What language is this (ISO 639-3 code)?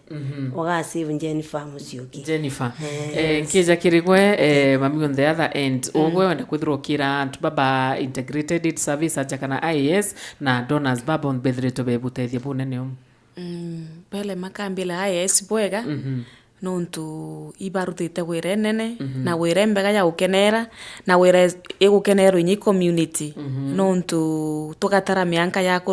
mer